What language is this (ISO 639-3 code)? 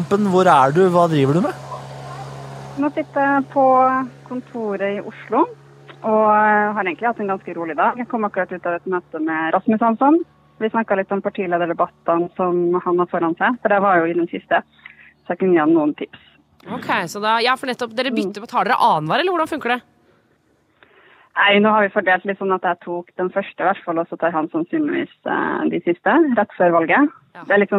nor